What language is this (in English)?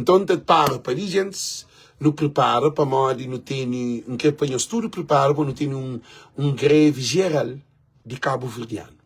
Kabuverdianu